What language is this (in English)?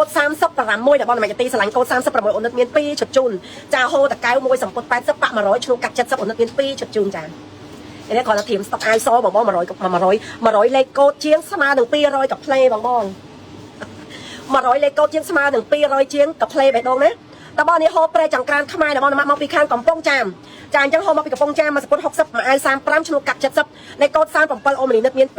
Khmer